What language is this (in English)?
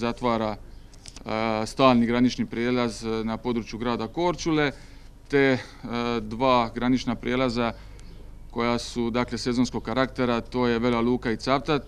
Croatian